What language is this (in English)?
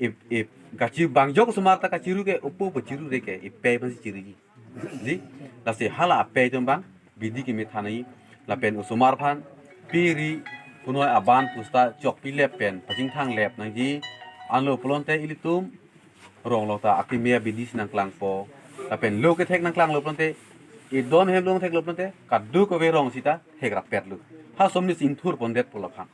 Karbi